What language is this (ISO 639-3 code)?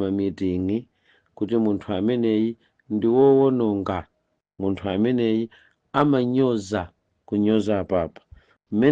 nya